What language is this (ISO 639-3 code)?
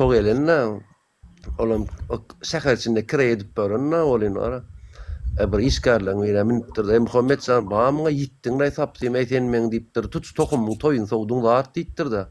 tuk